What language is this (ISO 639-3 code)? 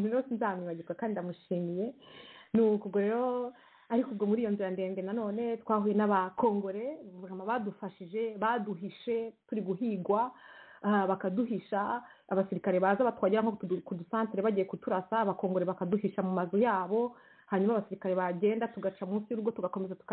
kin